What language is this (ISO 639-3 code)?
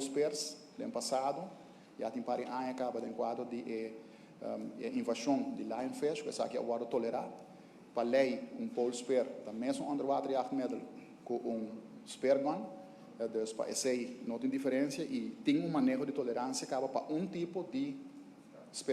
pap